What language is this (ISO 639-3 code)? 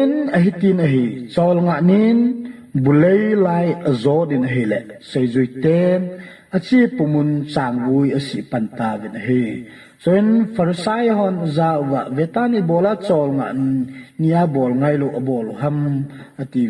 tcz